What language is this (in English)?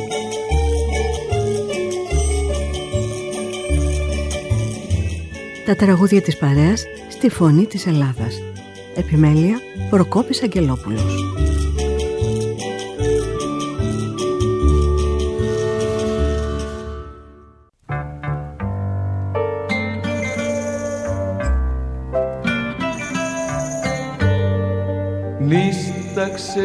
Greek